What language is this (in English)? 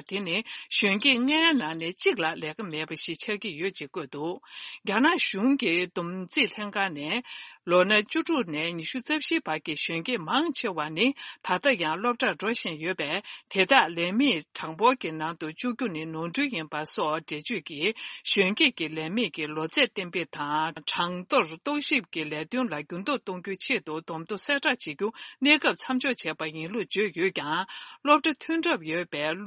Tibetan